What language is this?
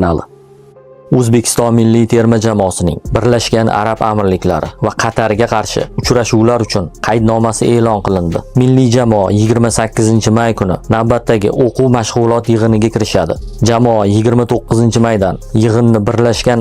Uzbek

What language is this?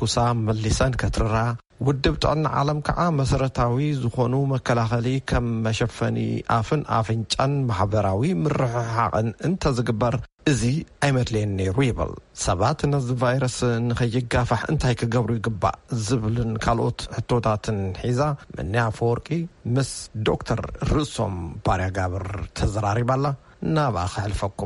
Tigrinya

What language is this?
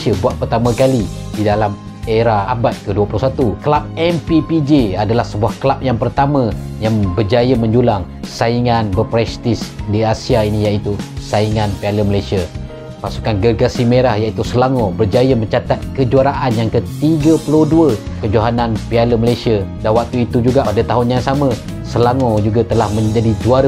Malay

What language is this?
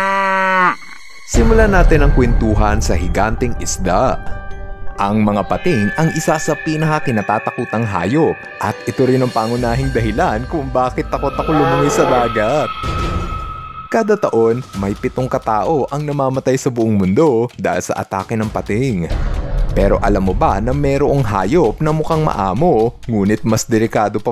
Filipino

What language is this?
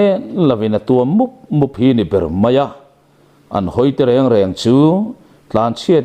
Mizo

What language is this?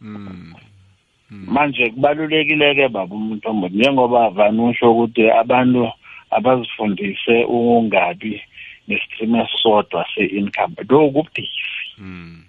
South Ndebele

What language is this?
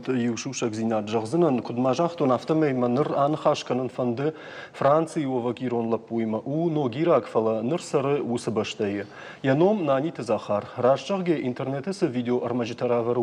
Ossetic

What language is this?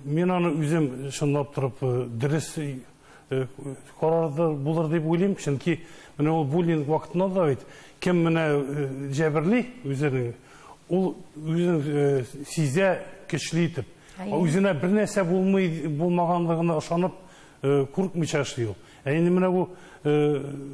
Tatar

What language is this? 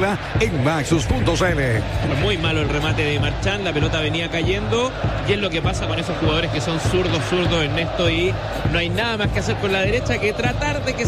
Spanish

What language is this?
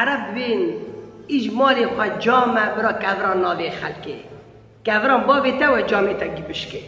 Kurdish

